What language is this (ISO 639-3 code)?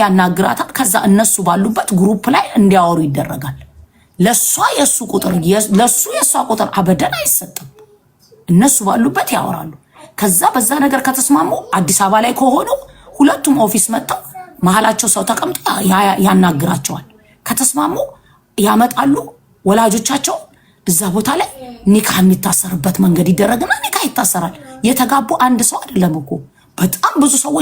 amh